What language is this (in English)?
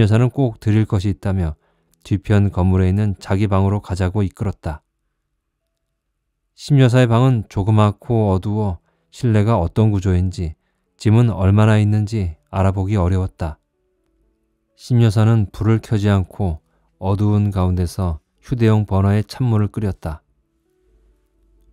Korean